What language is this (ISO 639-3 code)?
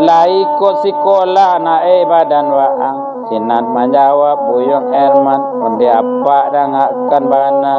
min